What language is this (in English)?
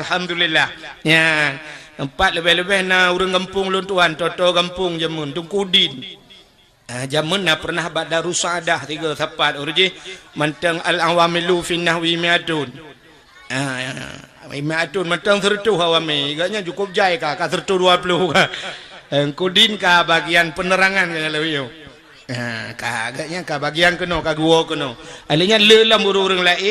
Achinese